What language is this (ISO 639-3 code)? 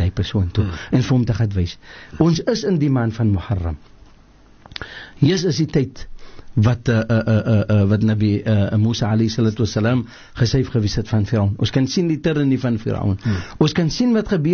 afr